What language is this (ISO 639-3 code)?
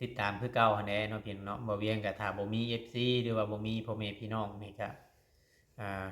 lao